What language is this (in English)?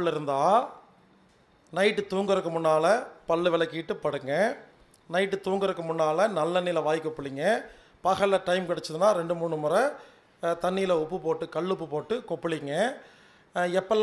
Tamil